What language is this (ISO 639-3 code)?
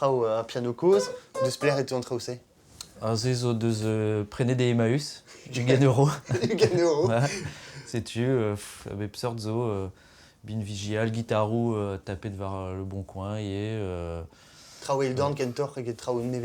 bre